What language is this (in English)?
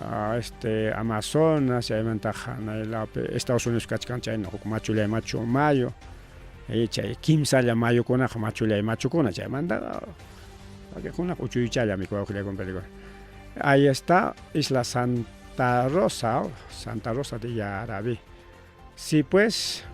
Ayacucho Quechua